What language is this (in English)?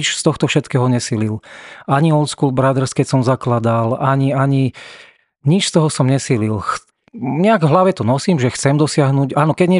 Slovak